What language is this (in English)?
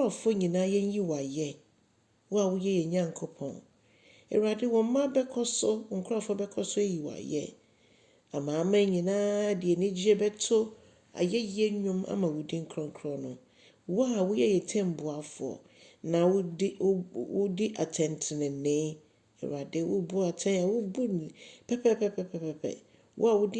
Akan